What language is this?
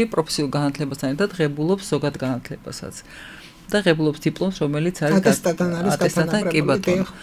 Georgian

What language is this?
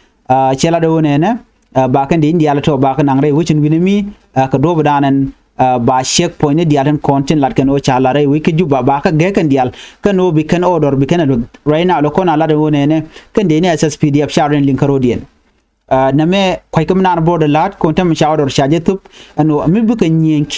Nuer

